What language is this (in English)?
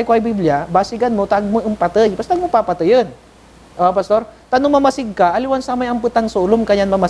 Pangasinan